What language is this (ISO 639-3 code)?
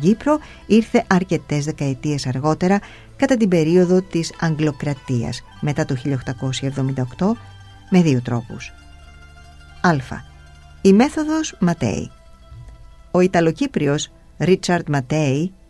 ell